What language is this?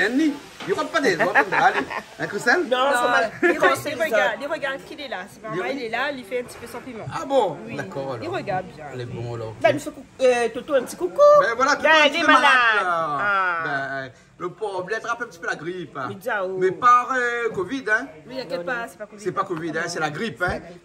Réunion Creole French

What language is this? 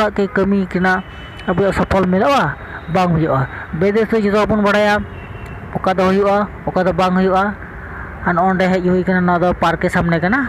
Santali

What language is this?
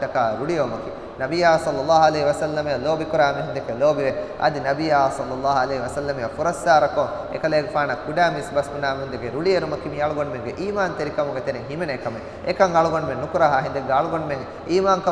Divehi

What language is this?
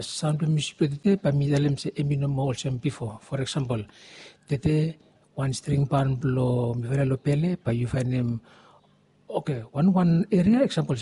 Bislama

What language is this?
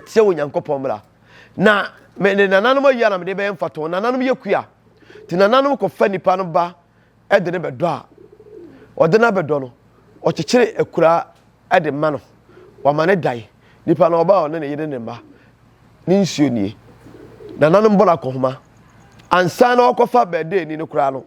Akan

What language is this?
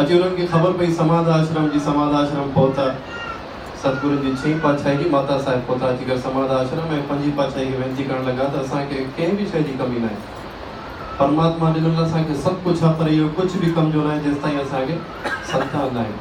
Sindhi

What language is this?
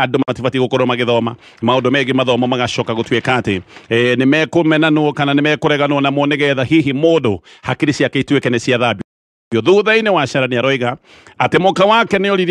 Kikuyu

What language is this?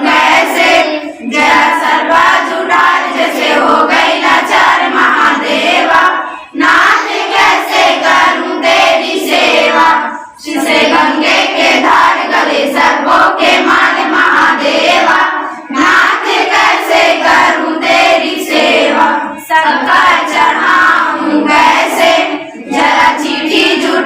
Chhattisgarhi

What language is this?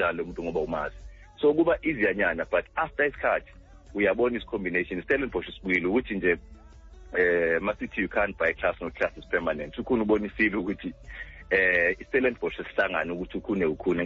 Xhosa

